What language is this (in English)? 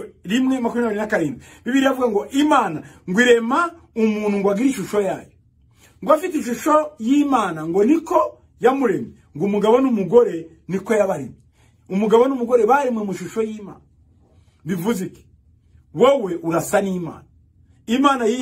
Kinyarwanda